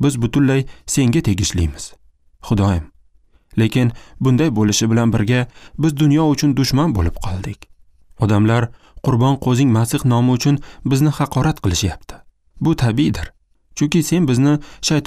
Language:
Uzbek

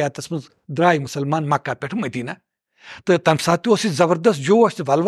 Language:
Kashmiri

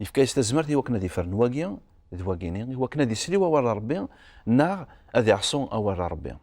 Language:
Kabyle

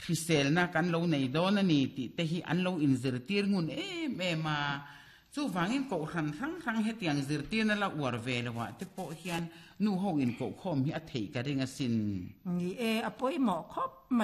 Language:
Mizo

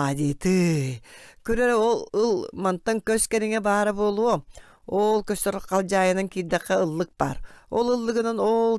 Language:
Yakut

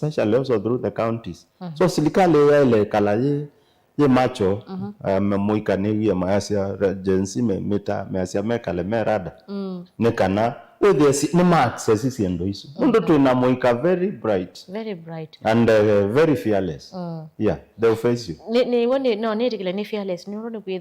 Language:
Kamba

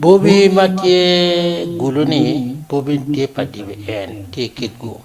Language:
Acoli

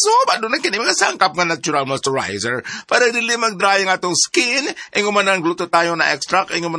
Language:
Cebuano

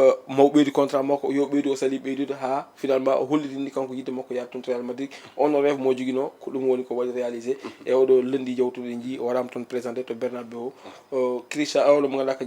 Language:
Fula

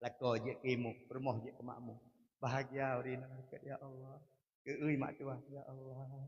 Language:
Achinese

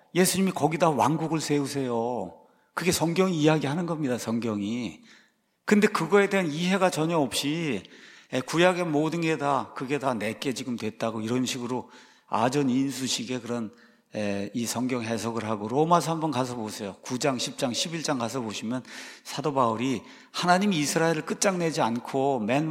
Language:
Korean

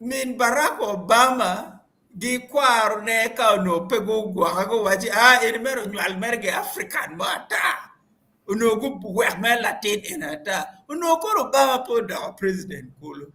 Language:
Acoli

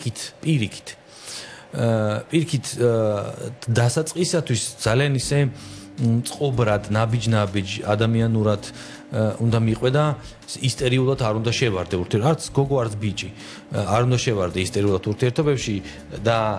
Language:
Georgian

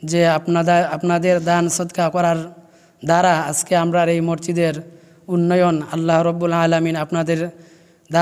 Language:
Sylheti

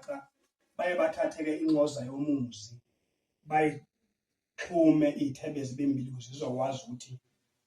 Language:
Zulu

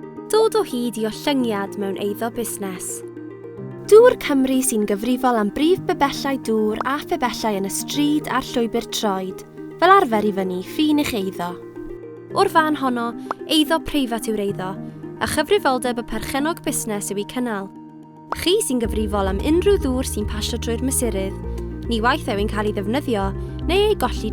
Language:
Welsh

